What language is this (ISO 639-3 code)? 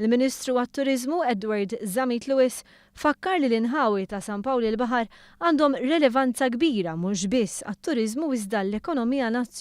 mlt